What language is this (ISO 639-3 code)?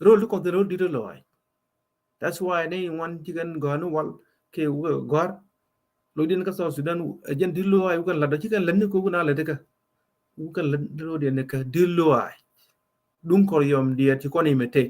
nus